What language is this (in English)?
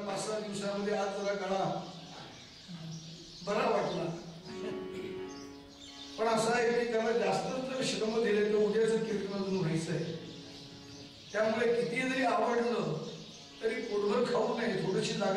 Marathi